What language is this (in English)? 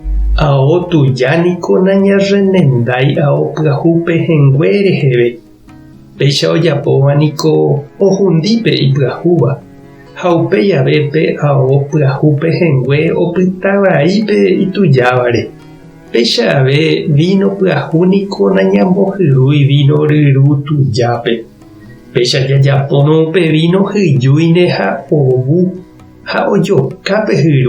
Guarani